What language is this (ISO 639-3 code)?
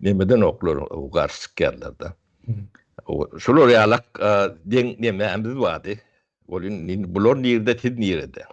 tuk